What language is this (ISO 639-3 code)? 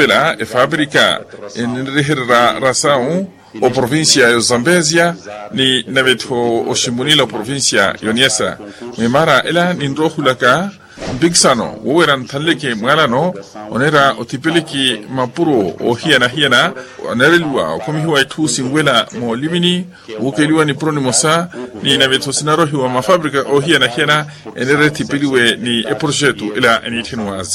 vmw